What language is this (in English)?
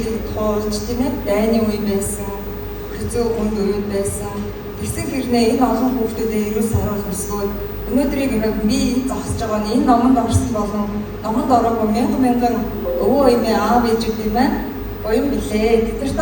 Mongolian